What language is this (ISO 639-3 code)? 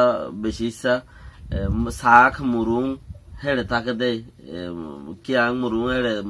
rhg